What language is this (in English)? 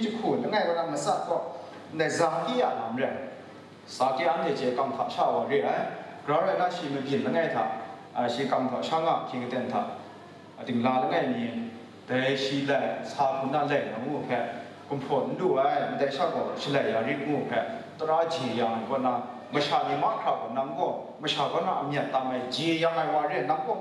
Kachin